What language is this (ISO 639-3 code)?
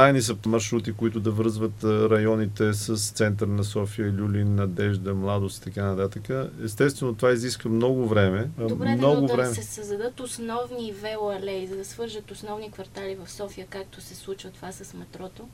bul